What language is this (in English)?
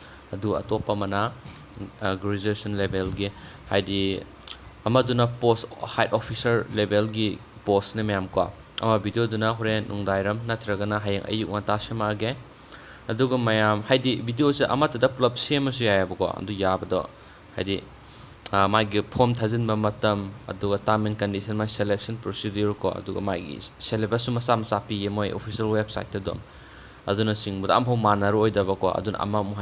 Manipuri